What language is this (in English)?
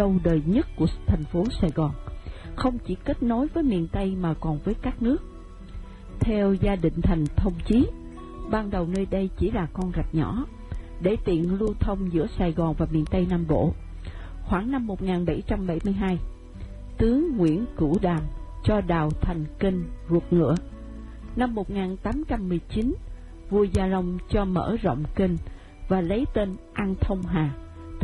Vietnamese